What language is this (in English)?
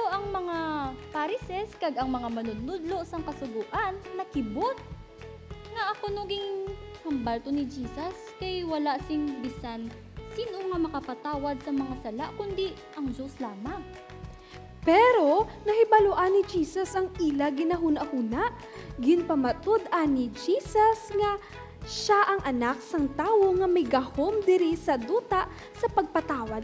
Hiligaynon